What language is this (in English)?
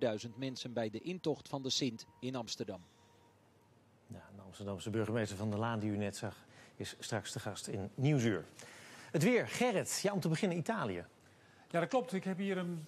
Dutch